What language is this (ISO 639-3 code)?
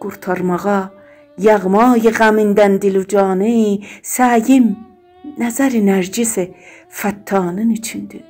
azb